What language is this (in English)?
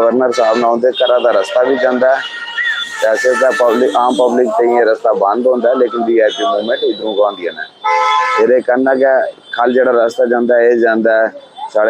Dogri